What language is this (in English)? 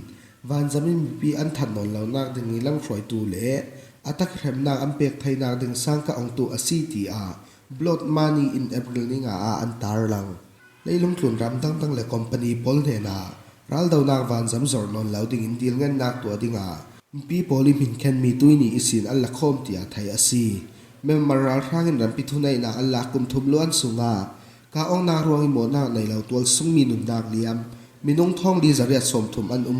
Falam Chin